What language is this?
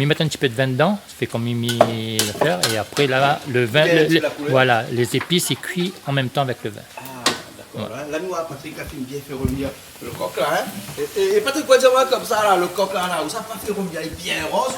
Réunion Creole French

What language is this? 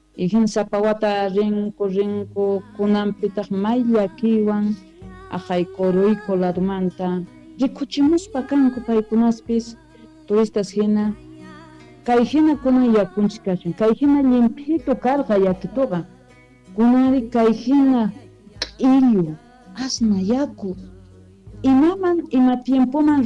Quechua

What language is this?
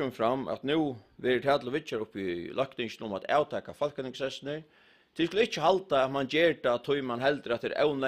Faroese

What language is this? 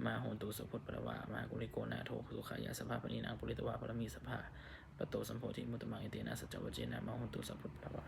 Pali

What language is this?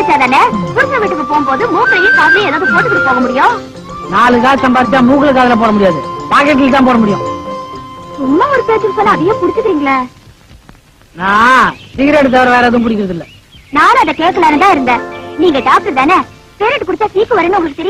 Tamil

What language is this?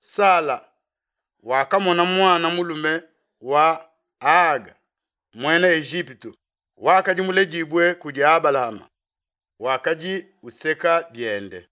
Luba-Lulua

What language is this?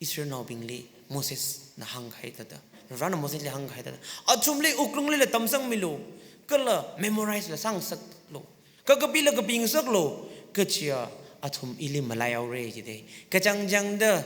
Tangkhul Naga (India)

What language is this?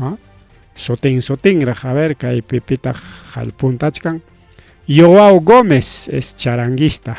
Ayacucho Quechua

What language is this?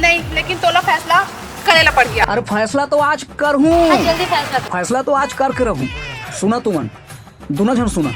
Chhattisgarhi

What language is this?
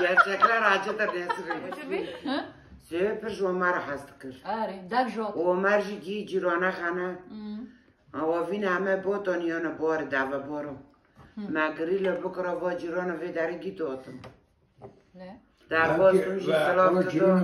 Kurdish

